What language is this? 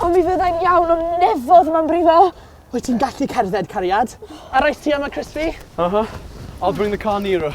Welsh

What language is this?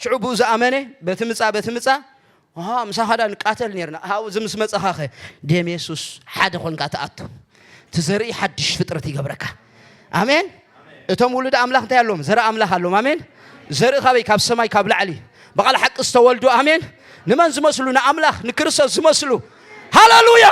Tigrinya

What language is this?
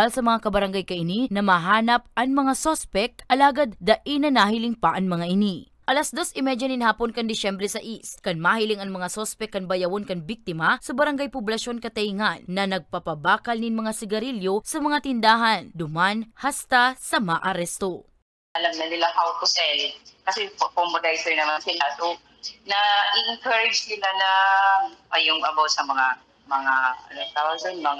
Bikol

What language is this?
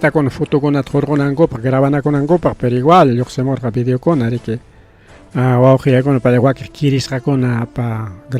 Ayacucho Quechua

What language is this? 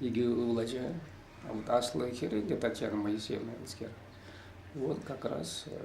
Chuvash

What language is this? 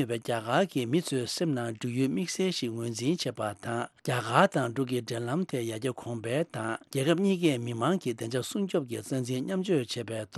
Tibetan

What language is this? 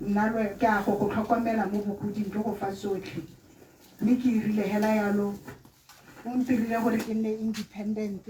Tswana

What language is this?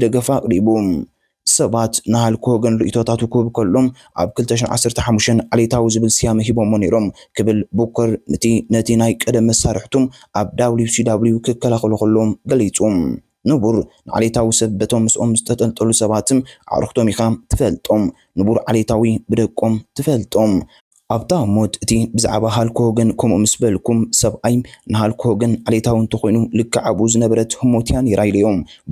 Tigrinya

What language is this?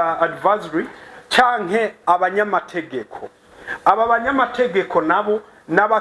Rundi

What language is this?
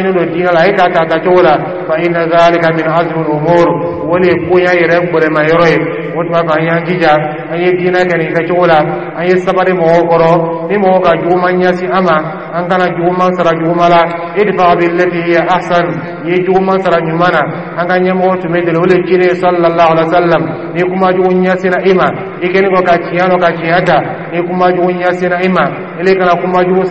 Dyula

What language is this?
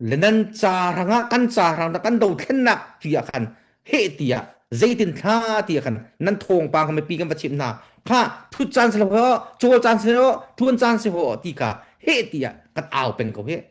Hakha Chin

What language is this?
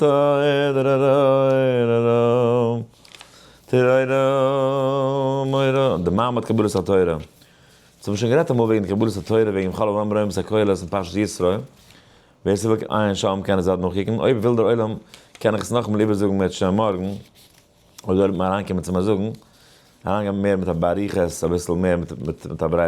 Yiddish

